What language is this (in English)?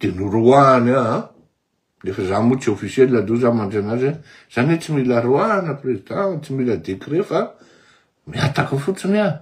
Malagasy